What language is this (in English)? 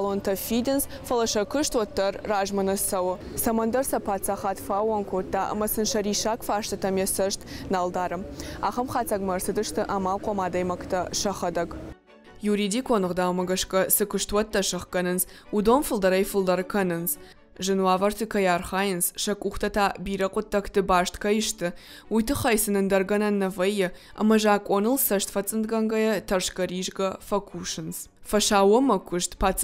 Ossetic